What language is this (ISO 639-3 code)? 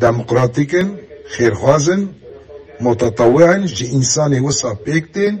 kur